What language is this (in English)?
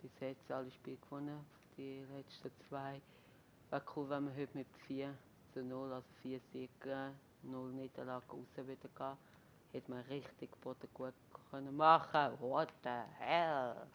Swiss German